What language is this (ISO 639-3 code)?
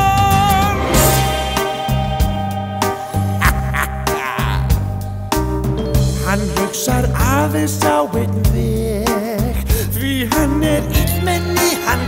isl